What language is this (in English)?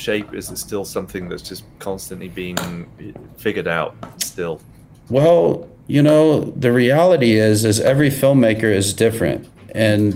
English